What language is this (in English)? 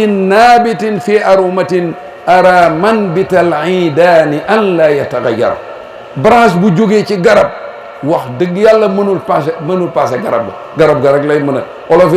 Wolof